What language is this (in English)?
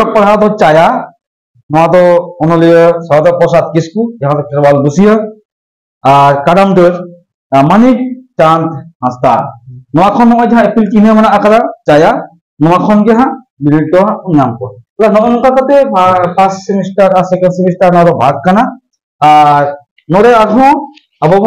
Santali